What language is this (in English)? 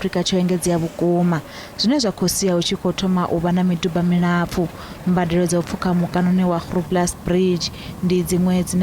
Venda